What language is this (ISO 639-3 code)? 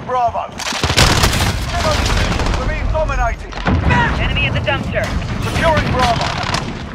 eng